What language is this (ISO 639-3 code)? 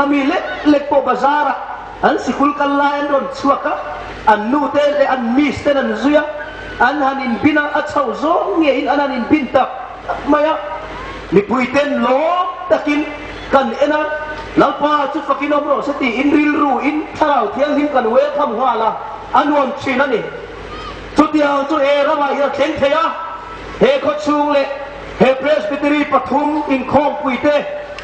hmr